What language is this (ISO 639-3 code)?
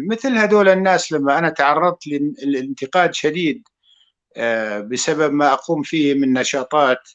apc